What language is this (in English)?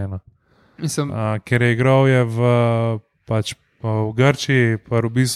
Slovenian